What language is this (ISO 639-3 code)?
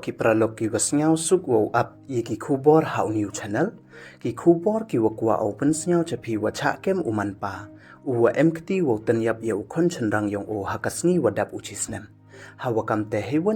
pbv